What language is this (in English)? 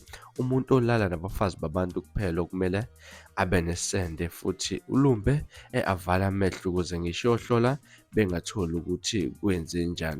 Zulu